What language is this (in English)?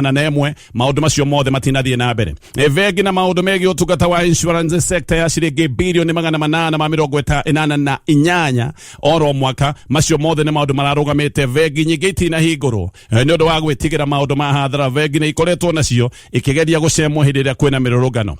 Kikuyu